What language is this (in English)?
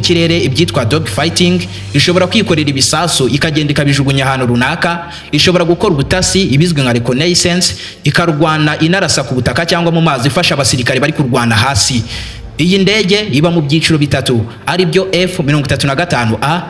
Kinyarwanda